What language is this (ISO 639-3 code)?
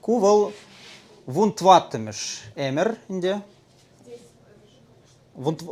chv